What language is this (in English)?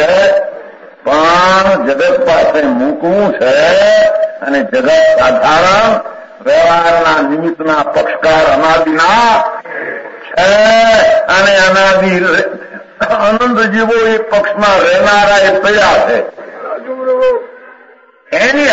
Gujarati